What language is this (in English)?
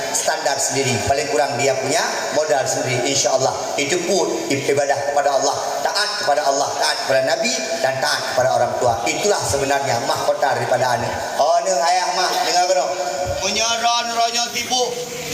Achinese